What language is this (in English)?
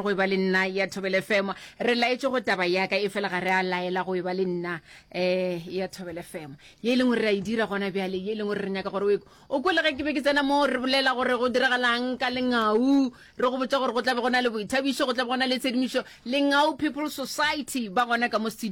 Northern Sotho